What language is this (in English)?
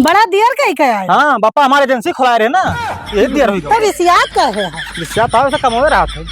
Awadhi